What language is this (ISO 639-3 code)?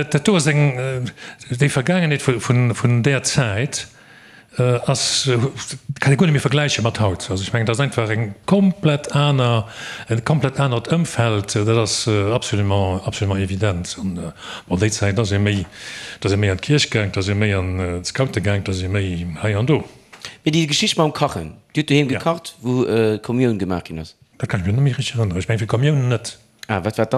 ltz